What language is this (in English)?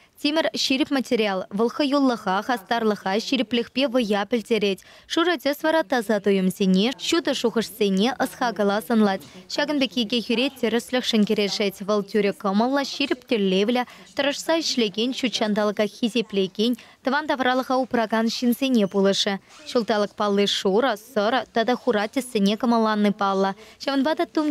Chuvash